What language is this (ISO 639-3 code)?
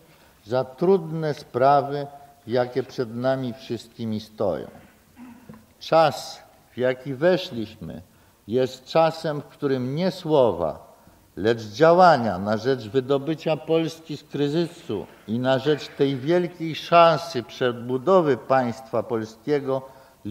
pol